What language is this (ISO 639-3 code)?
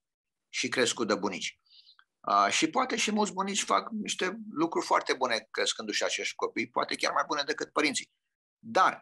ron